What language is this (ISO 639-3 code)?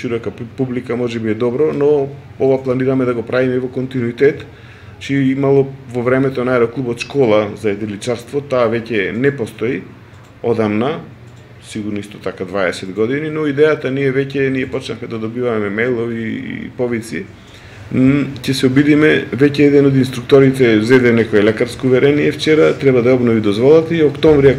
mkd